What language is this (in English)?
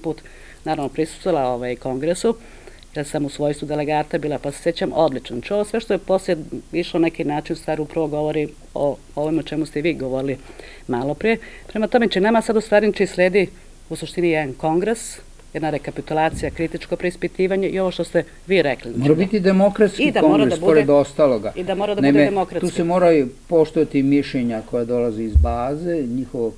Serbian